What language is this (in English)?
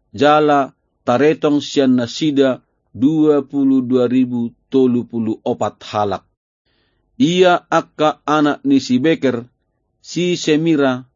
Batak Toba